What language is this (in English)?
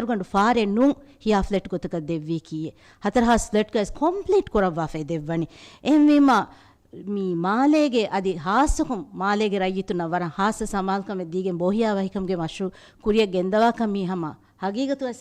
Divehi